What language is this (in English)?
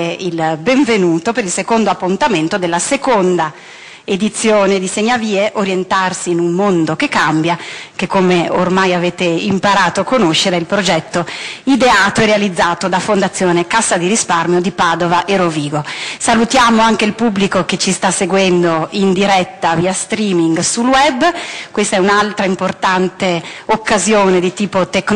Italian